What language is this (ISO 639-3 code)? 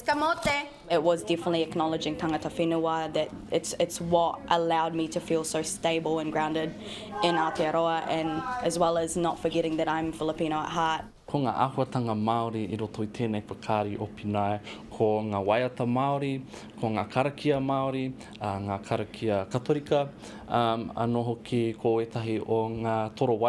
mri